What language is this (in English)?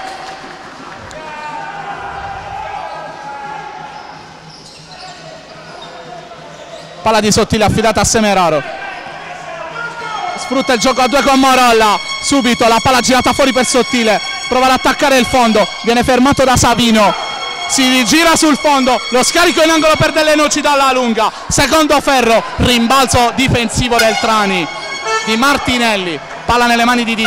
Italian